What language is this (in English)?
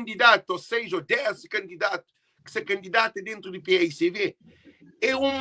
Kabuverdianu